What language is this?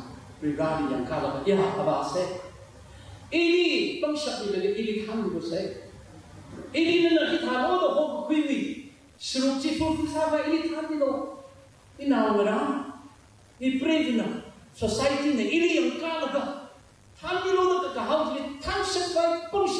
Tangkhul Naga (India)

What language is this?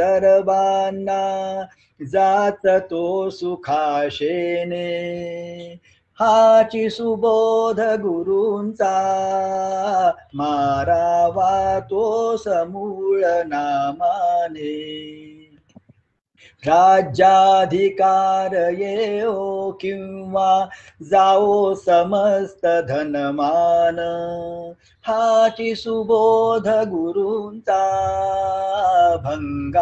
Marathi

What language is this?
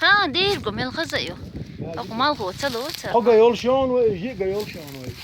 Chechen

